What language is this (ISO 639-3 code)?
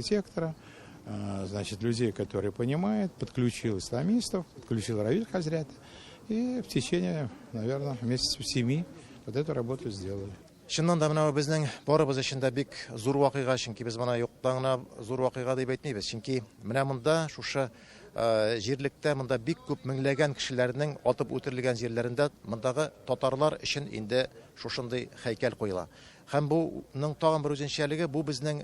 tat